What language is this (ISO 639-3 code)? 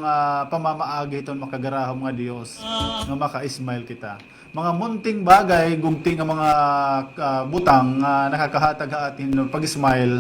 war